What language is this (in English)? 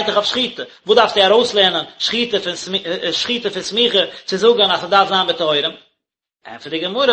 Yiddish